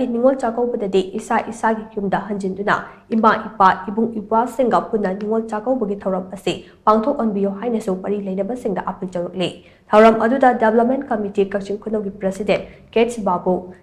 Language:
Manipuri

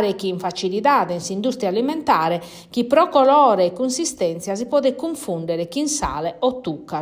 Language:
Sardinian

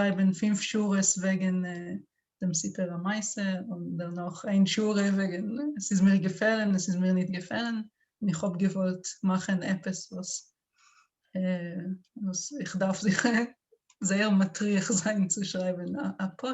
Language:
Yiddish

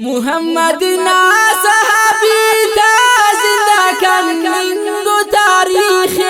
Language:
Brahui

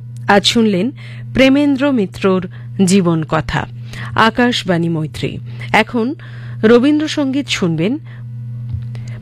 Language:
Bangla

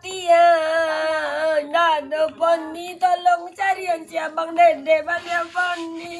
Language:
Minangkabau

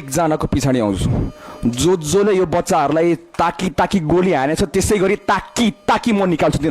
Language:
Nepali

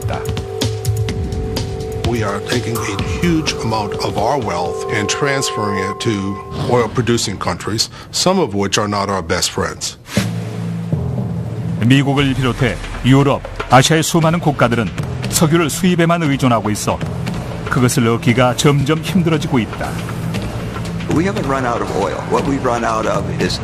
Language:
Korean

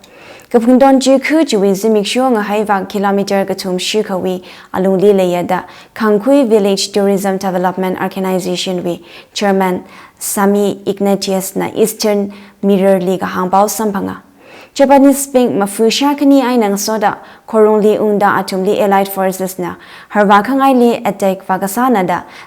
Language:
Tangkhul Naga (India)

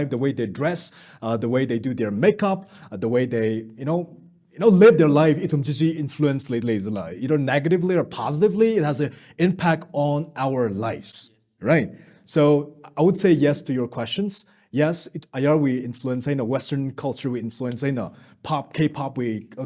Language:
Tangkhul Naga (India)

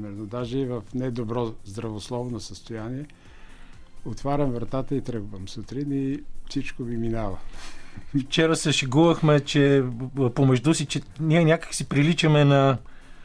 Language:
Bulgarian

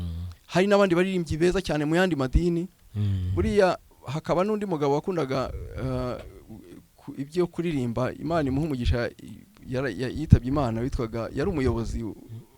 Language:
Kinyarwanda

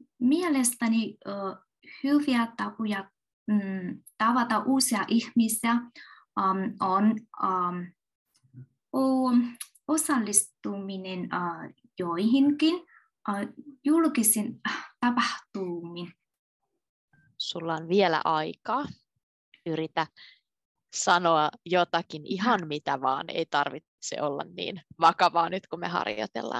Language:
Finnish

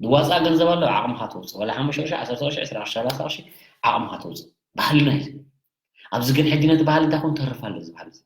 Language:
Tigrinya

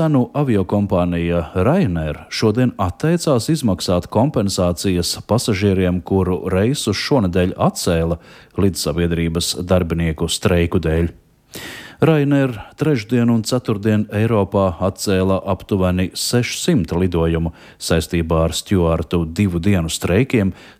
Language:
Latvian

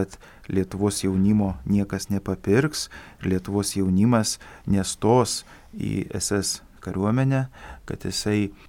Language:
Lithuanian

